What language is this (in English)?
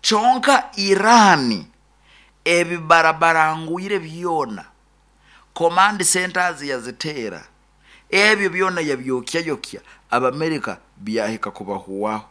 Nyankole